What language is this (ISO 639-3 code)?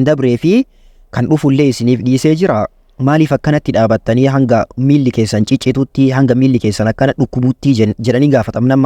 orm